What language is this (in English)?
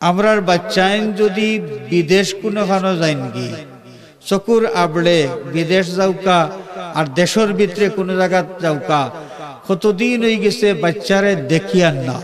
Sylheti